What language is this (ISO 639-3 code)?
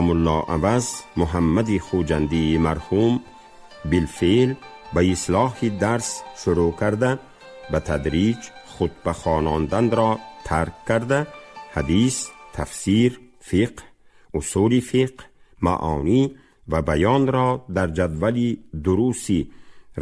tgk